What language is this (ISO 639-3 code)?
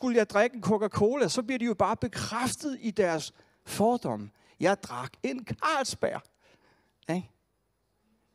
dan